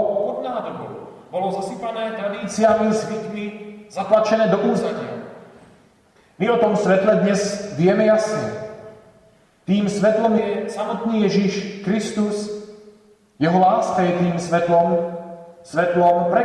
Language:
Slovak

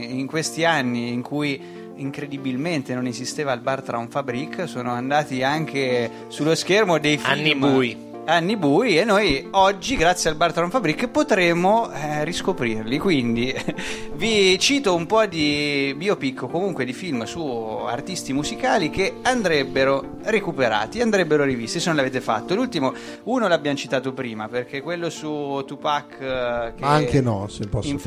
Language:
Italian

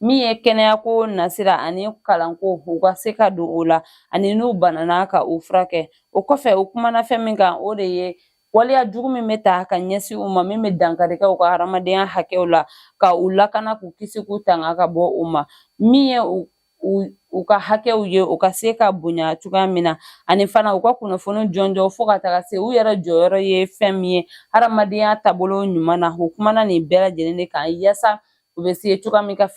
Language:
Bambara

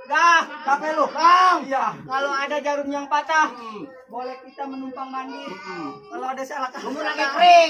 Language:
Betawi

